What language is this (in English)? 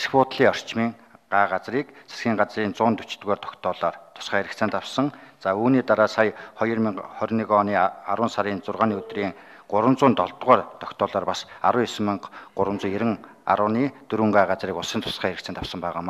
Mongolian